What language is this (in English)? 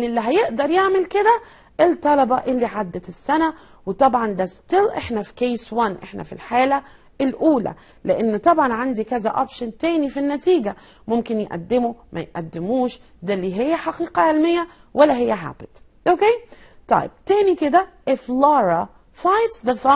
Egyptian Arabic